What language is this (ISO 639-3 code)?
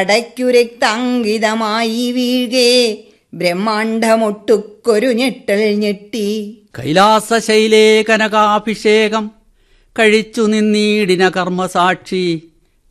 mal